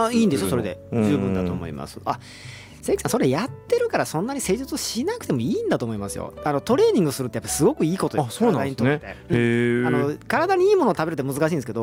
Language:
Japanese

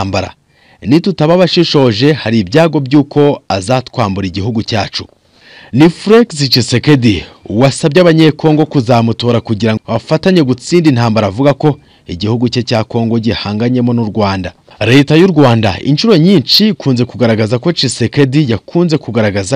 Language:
Kinyarwanda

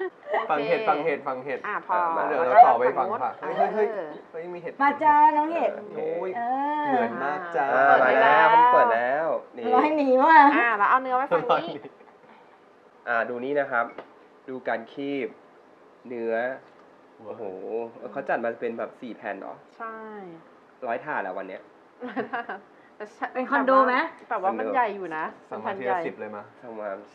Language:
Thai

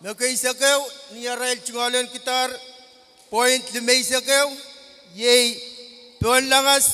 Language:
Pohnpeian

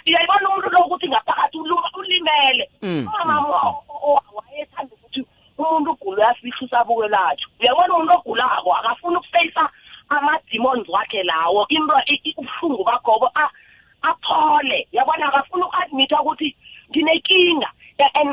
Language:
South Ndebele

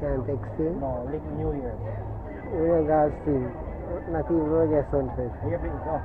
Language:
Jamaican Creole English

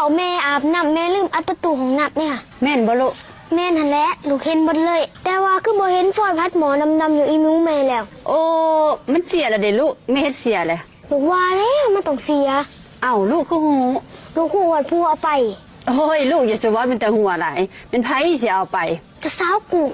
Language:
Lao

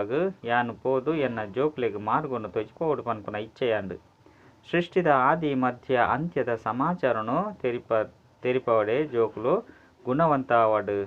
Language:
Tulu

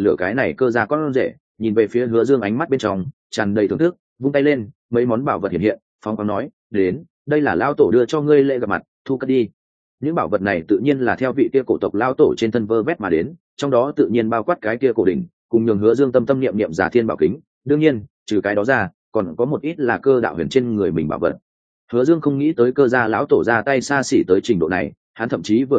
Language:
Vietnamese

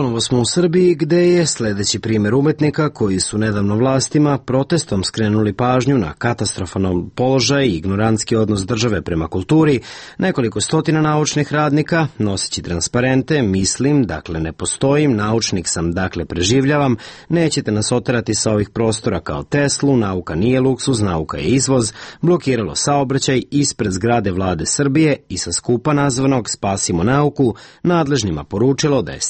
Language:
Serbian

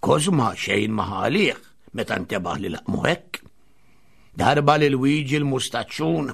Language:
Maltese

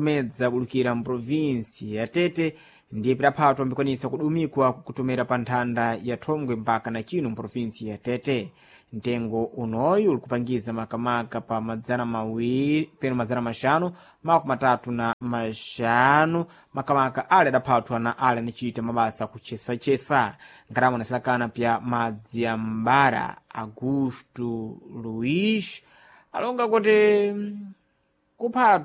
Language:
Sena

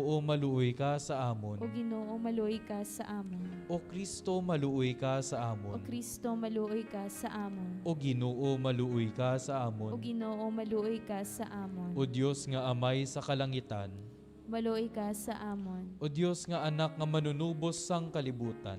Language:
Hiligaynon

